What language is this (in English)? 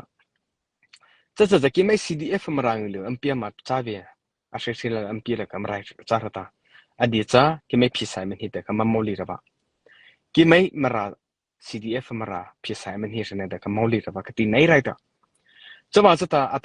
Mara Chin